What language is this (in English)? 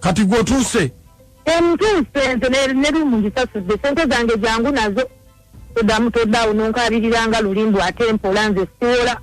Ganda